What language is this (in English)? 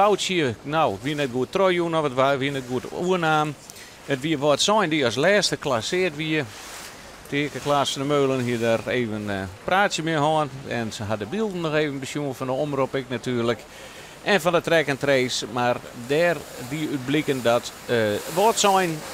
Western Frisian